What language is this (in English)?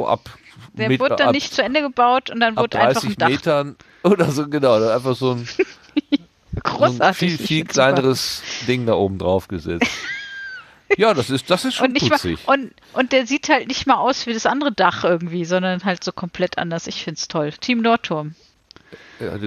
German